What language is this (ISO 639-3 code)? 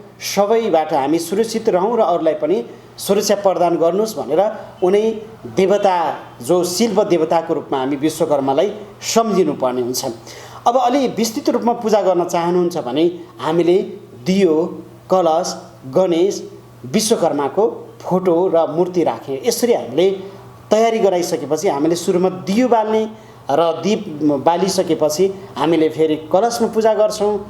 nep